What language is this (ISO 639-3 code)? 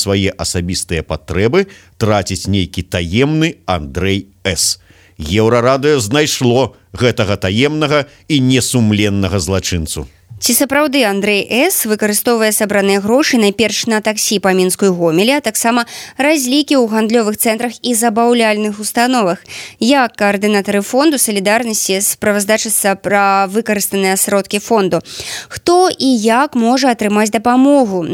bel